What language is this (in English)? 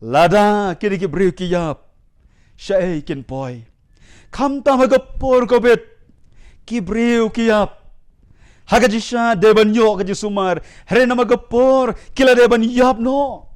Khasi